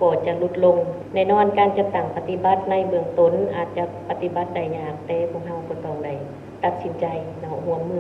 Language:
Lao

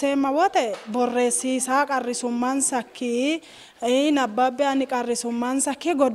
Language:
Sidamo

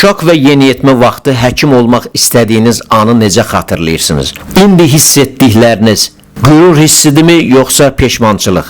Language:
Azerbaijani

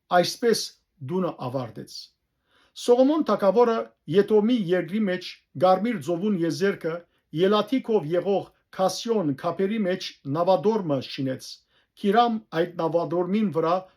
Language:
Western Armenian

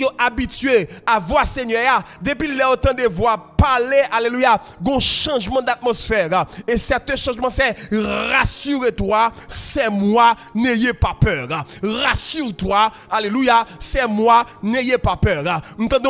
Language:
Haitian Creole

